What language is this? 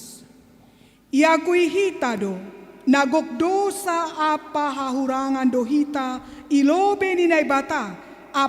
Batak Simalungun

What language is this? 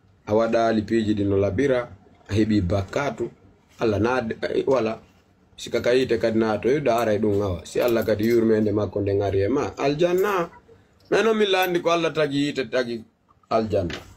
Fula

